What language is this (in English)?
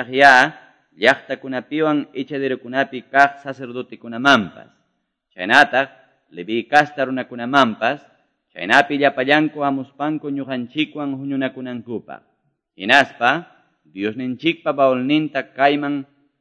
Quechua